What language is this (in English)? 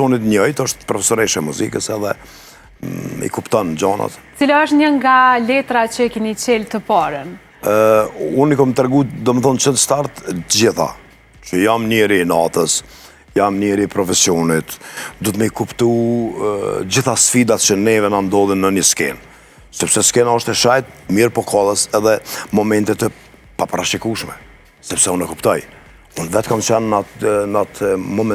Albanian